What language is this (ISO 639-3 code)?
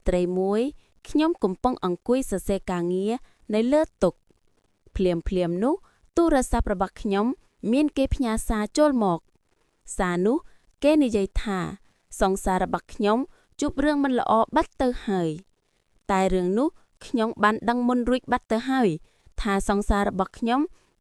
khm